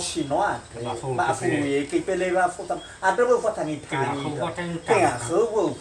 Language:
Nias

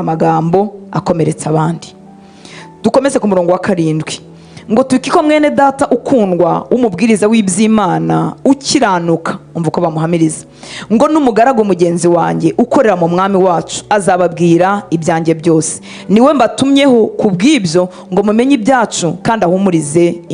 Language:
Kinyarwanda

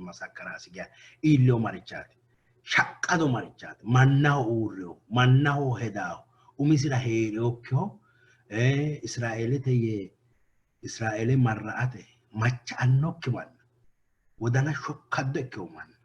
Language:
Sidamo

